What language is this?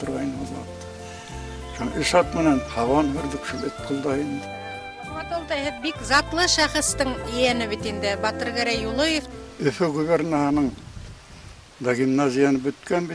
Bashkir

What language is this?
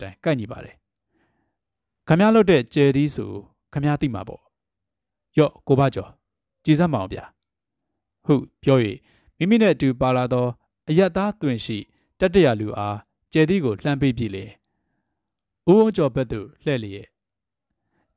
Burmese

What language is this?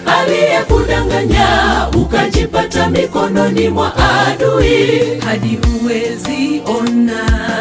Swahili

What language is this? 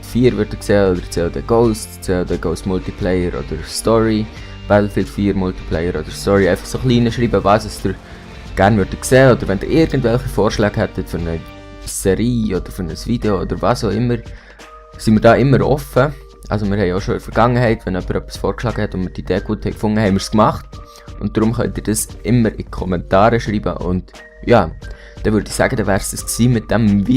Swiss German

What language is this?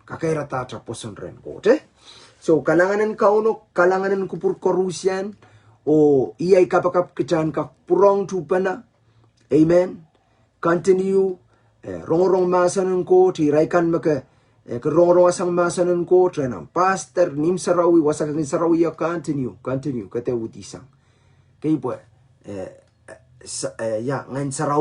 Pohnpeian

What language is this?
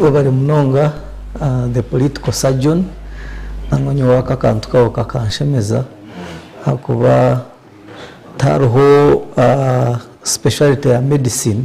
Nyankole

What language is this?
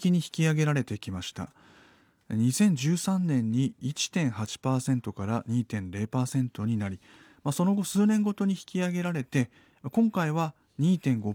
Japanese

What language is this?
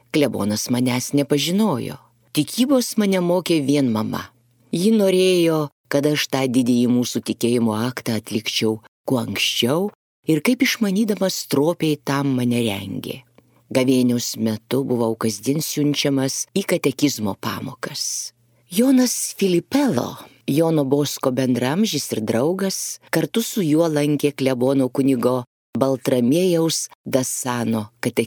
Lithuanian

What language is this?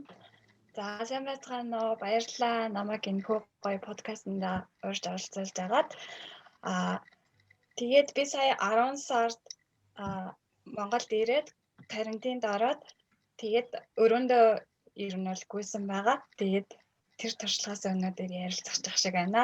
Mongolian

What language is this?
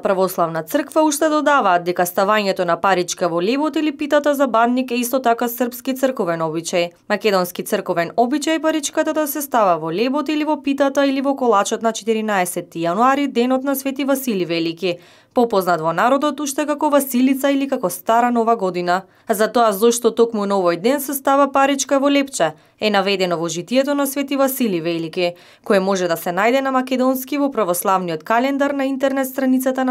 Macedonian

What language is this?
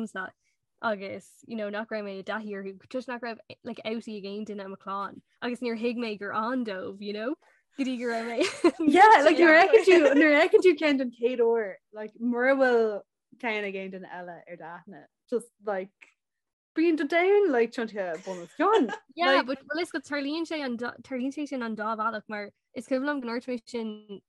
Irish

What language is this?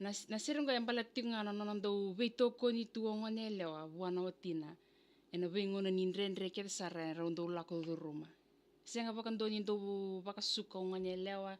Fijian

